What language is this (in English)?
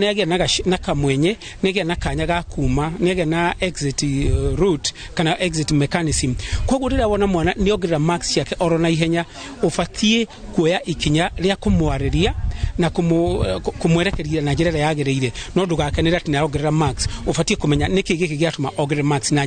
Kikuyu